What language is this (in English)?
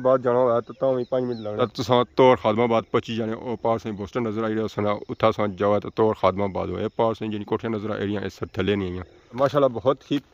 Pahari-Potwari